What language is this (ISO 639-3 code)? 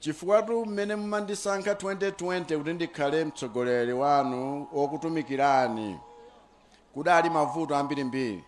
nya